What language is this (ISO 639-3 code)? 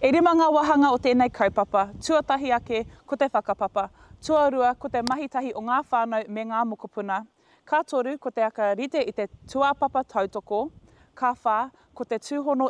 mri